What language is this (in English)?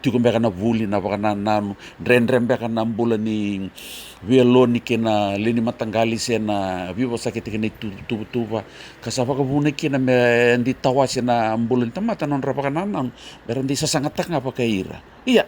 Fijian